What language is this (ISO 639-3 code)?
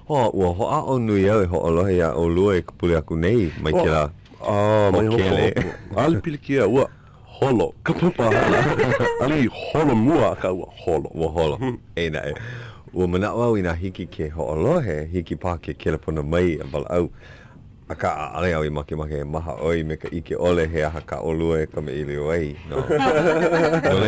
haw